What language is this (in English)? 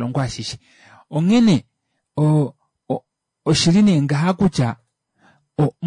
Kuanyama